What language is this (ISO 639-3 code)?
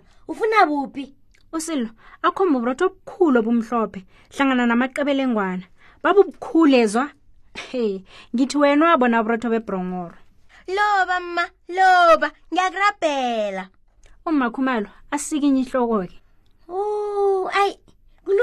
nbl